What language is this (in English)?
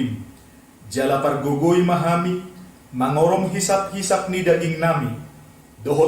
Batak Toba